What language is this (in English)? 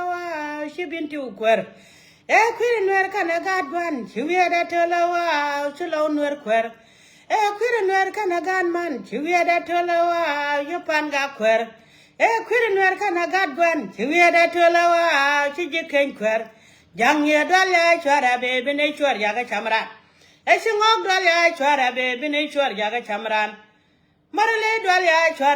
Nuer